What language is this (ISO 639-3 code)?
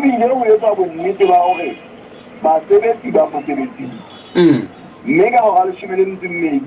sot